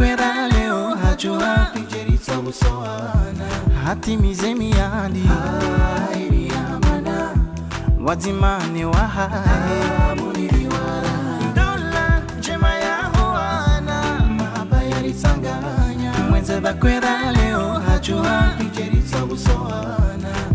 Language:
Swahili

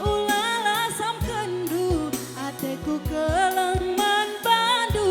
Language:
Batak Karo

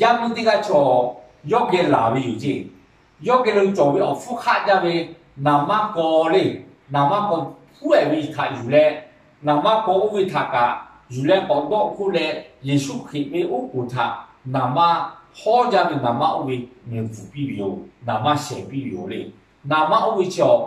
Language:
Lahu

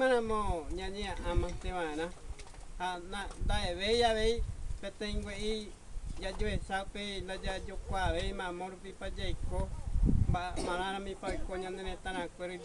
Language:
Guarani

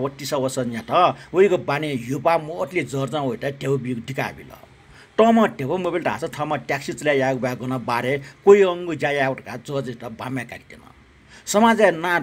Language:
Newari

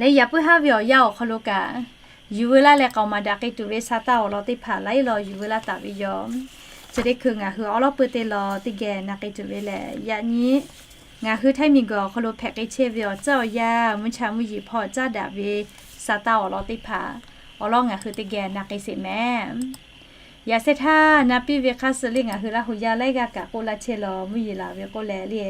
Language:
Lahu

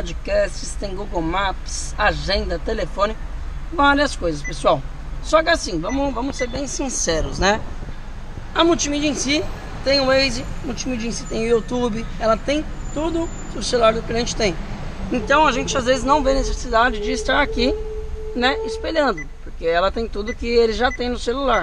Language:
Portuguese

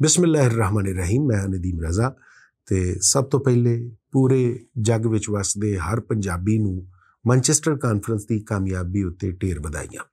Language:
Western Panjabi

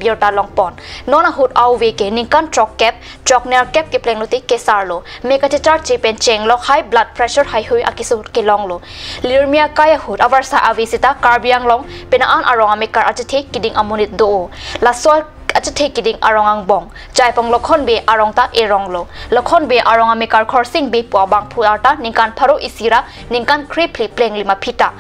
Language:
Karbi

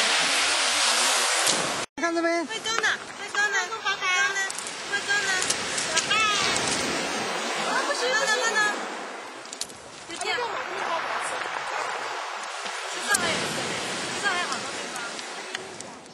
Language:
Chinese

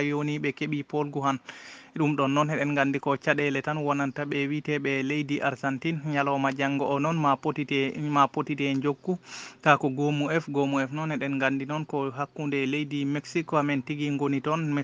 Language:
Fula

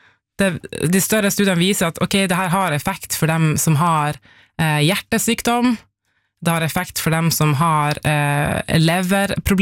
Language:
Norwegian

